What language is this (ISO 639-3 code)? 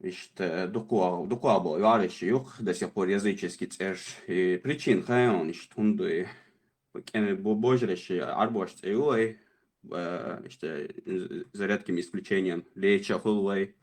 che